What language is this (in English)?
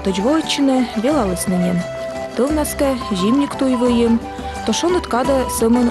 Komi